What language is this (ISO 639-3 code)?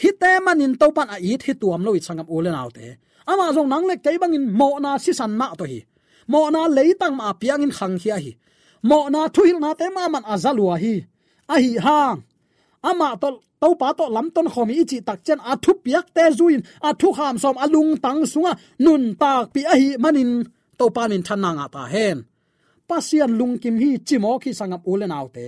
ctd